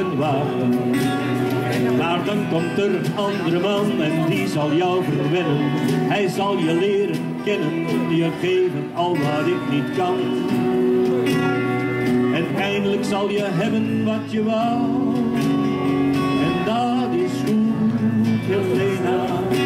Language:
Dutch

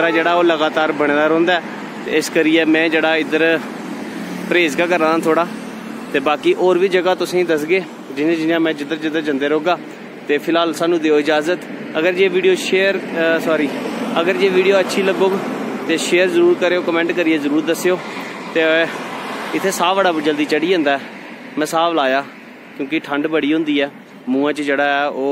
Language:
Dogri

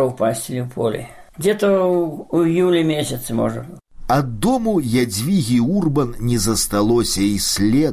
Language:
Belarusian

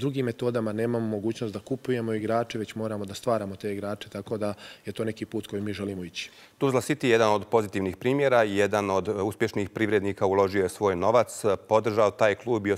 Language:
Bosnian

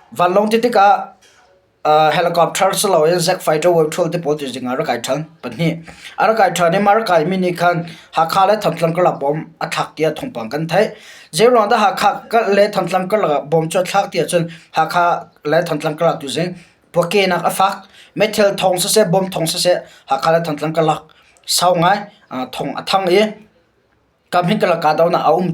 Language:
Hakha Chin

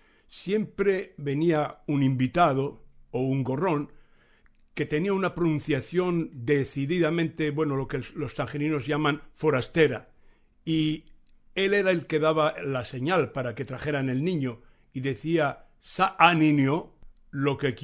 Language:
Ladino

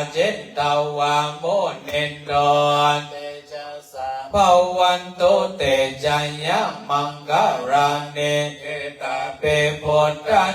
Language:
Pali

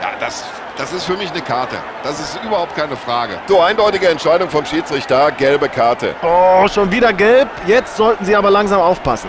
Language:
Bavarian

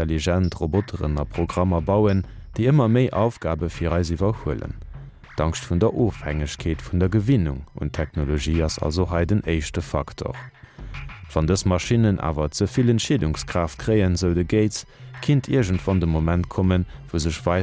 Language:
Luxembourgish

